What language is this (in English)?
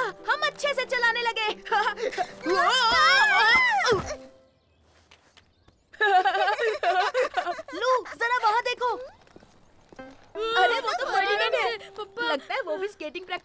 Hindi